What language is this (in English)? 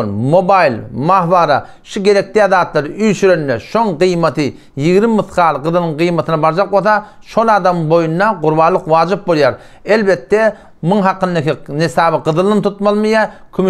Turkmen